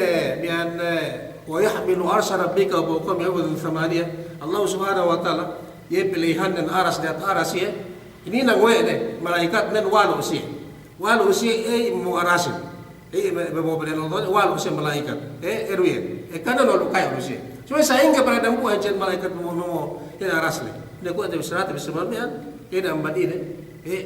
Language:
Yakan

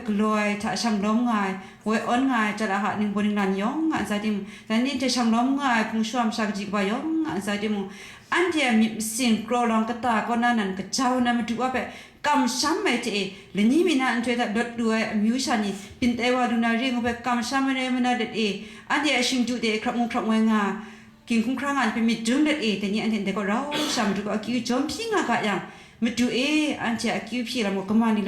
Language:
Kachin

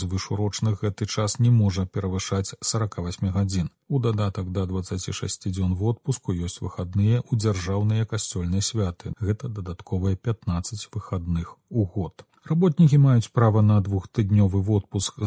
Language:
Belarusian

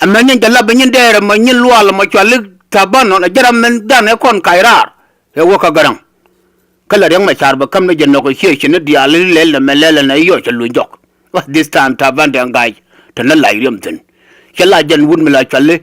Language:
Nuer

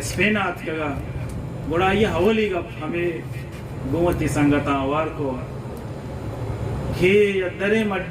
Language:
Baluchi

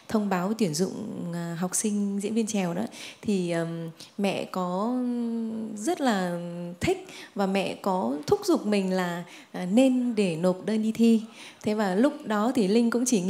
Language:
Vietnamese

